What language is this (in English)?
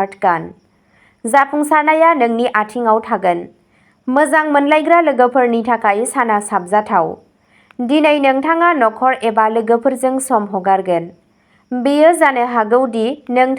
Bodo